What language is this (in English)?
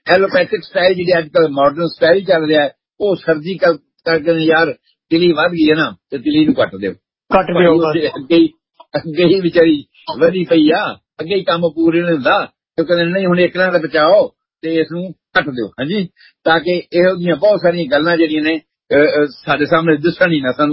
Punjabi